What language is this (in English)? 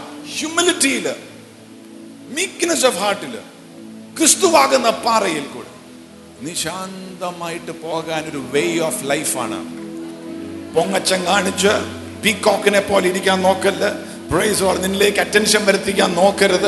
Malayalam